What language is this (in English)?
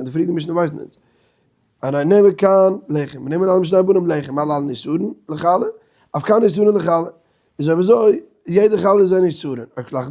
Yiddish